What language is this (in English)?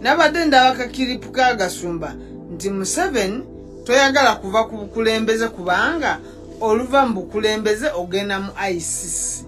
Ganda